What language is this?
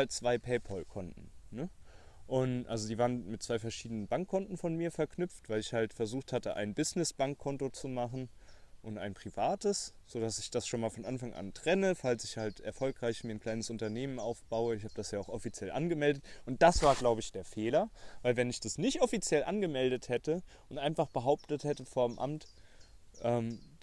German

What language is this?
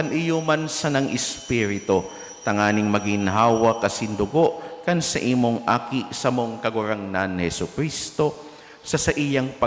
Bikol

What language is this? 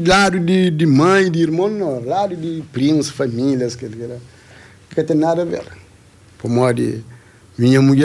Kabuverdianu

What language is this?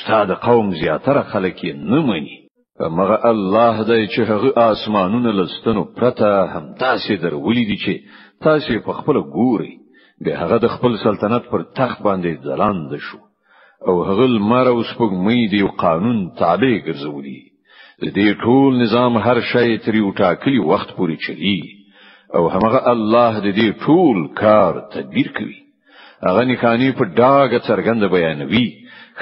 Pashto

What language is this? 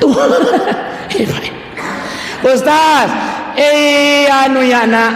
Buginese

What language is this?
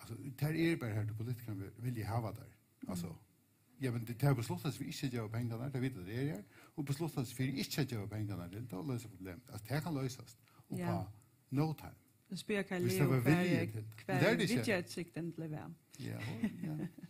Faroese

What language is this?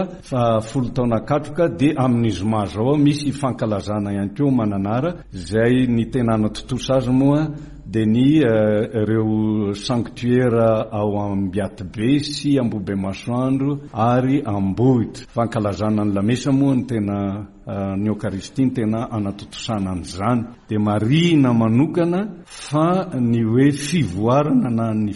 Malagasy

